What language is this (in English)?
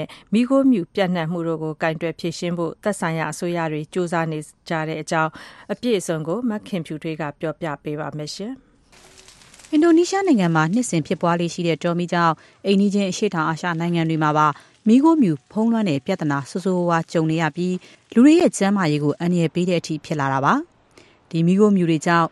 Burmese